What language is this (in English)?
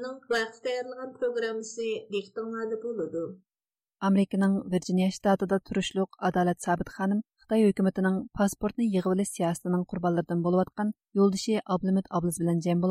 Uyghur